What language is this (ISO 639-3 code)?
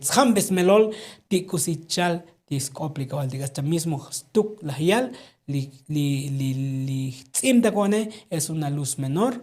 tzo